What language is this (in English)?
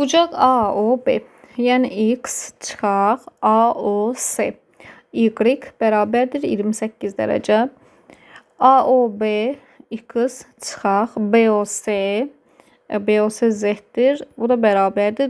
Azerbaijani